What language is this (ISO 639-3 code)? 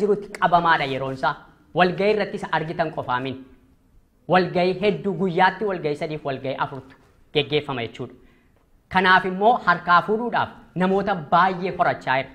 orm